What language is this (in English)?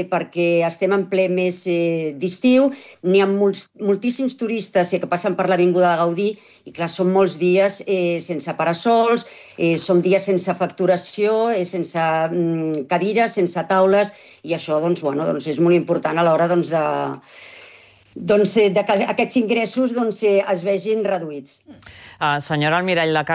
Catalan